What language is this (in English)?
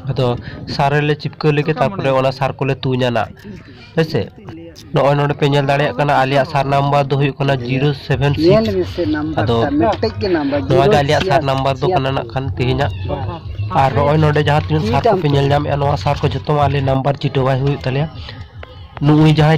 Santali